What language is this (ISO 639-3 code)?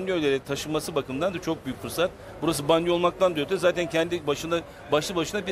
tur